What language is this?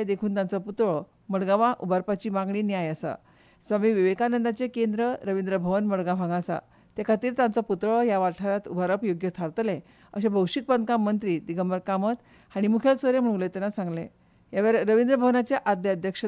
Konkani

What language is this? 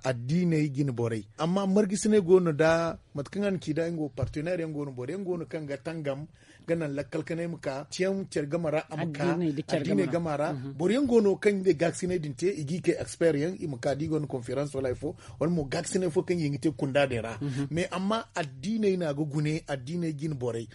Zarma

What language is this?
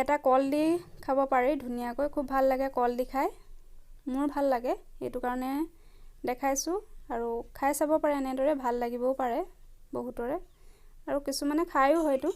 Assamese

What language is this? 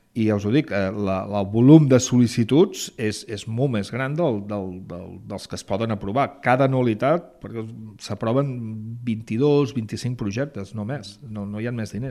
Catalan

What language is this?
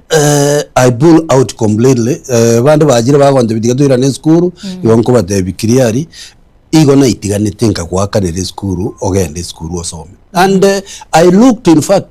Gusii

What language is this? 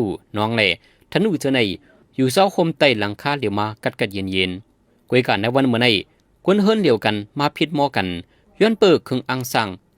Shan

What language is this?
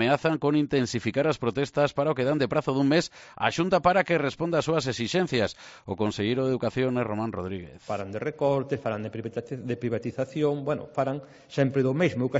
Galician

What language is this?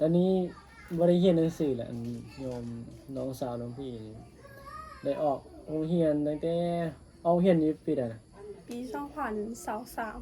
Northeastern Thai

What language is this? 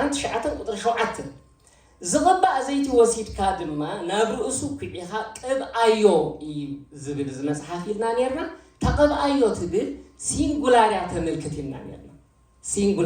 Tigrinya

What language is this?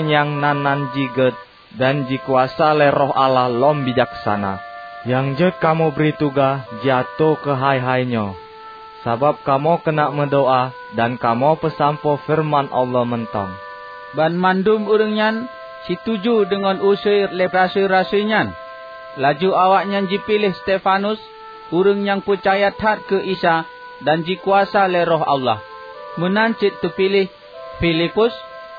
Achinese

